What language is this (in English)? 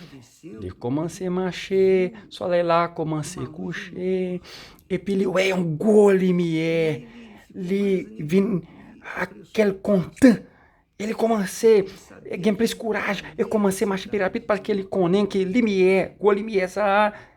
Haitian Creole